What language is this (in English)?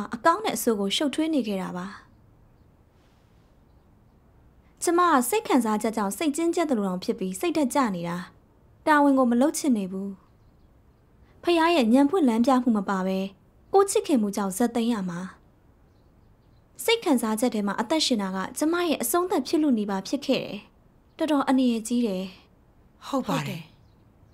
Burmese